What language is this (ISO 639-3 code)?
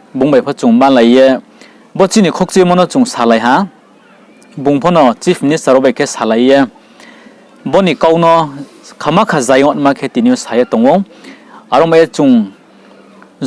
ria